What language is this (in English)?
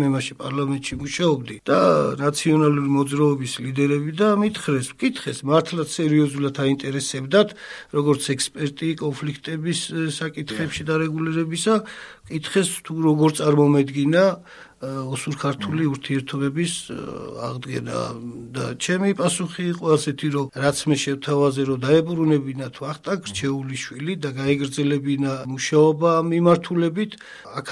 Georgian